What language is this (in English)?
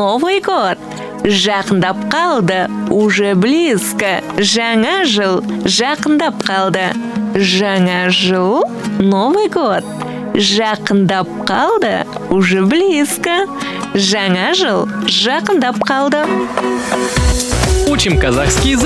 Kazakh